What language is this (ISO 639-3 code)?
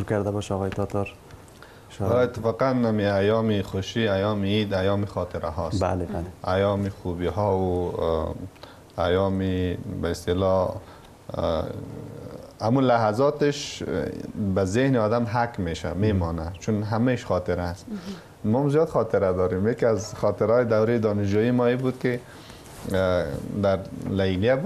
fas